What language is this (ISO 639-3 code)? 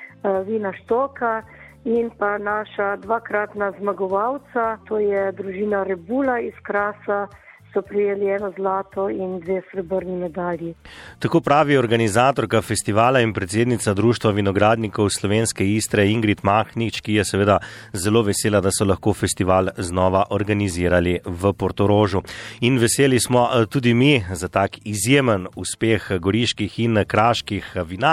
slv